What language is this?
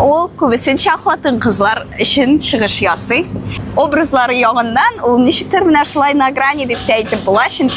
Tatar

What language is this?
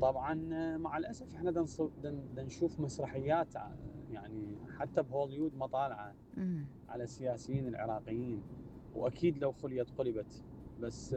Mesopotamian Arabic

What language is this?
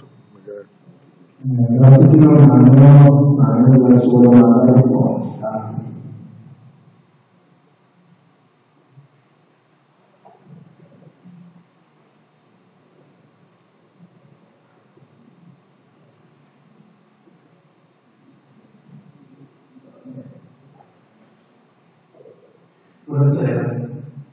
Italian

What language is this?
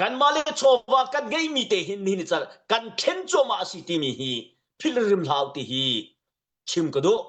Hakha Chin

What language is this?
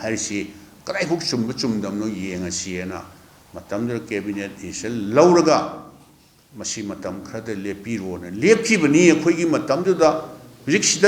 Manipuri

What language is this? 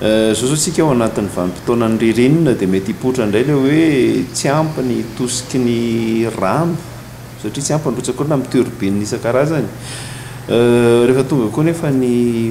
Malagasy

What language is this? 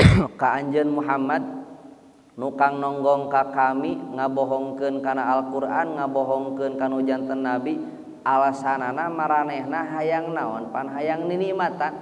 Sundanese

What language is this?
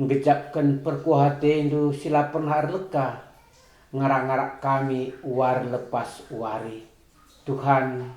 Batak Karo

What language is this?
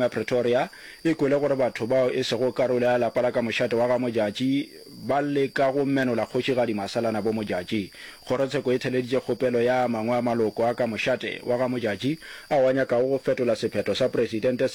Northern Sotho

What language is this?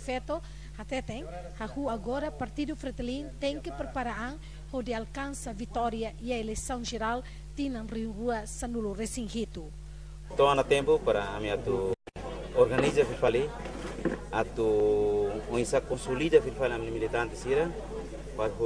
Tetum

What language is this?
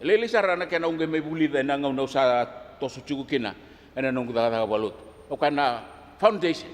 Fijian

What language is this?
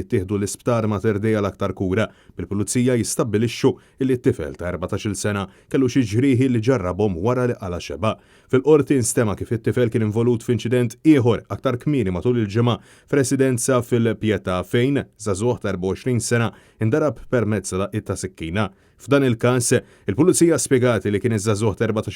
Maltese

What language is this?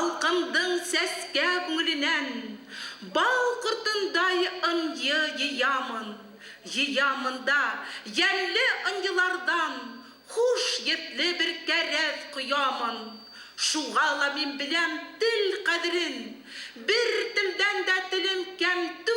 Bashkir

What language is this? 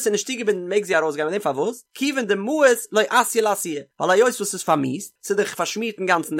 Yiddish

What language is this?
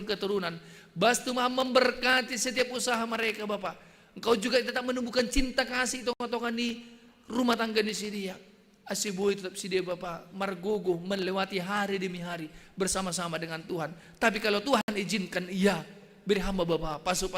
Batak Simalungun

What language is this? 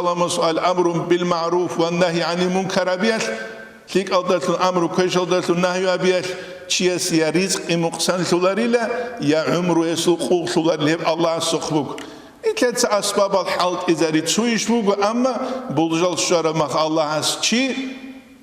Avaric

